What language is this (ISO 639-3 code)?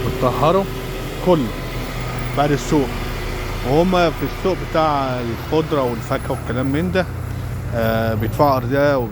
arz